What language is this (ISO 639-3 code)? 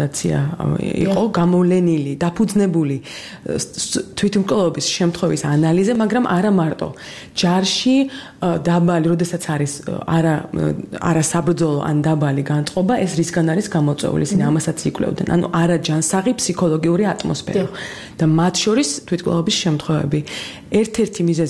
kat